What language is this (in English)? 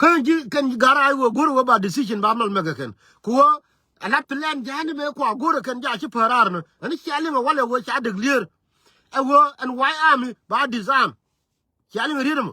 Nuer